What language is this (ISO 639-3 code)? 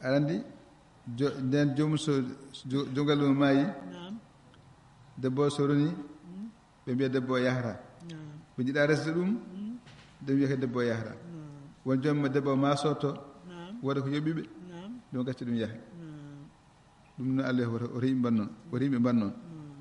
ful